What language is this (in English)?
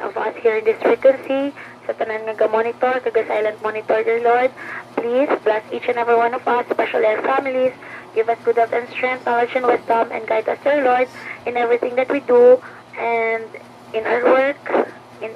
Hiligaynon